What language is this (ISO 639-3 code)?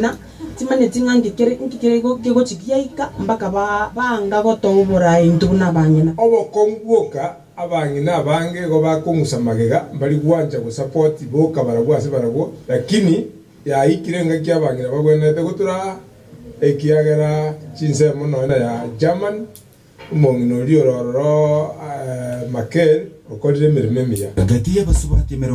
guz